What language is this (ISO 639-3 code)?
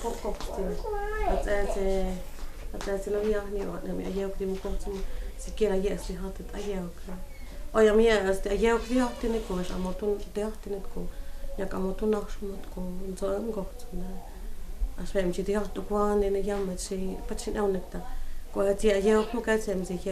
mto